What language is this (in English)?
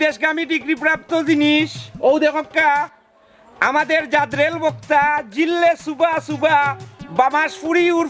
Sylheti